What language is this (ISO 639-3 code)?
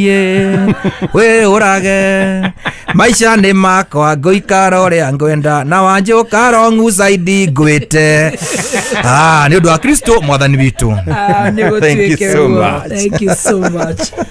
kik